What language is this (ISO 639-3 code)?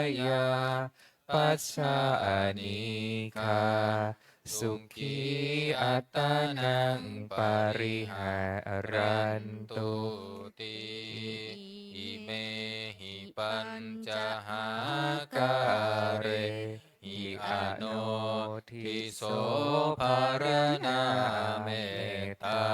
pli